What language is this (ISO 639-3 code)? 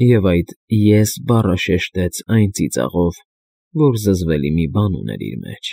hye